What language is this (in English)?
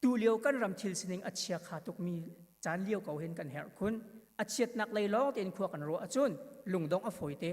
Hakha Chin